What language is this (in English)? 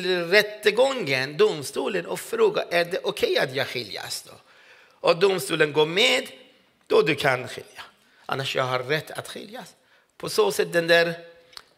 Swedish